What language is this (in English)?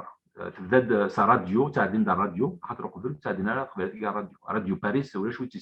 Kabyle